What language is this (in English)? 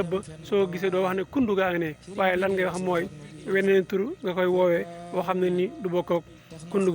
Wolof